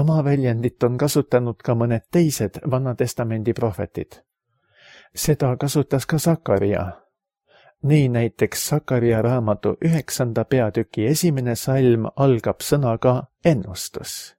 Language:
Estonian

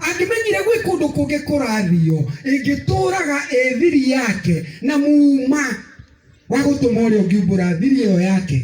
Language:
Kikuyu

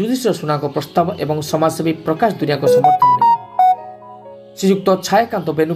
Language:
Odia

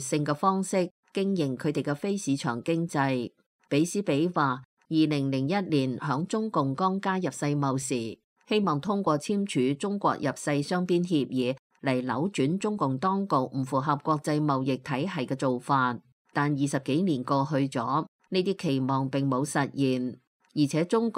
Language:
Cantonese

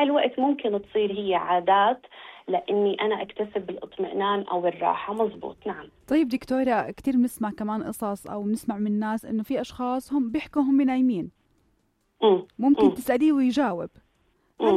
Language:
North Levantine Arabic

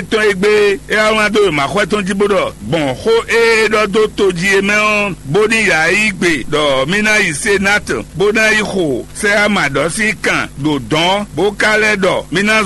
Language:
Fon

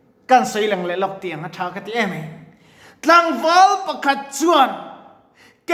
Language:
Mizo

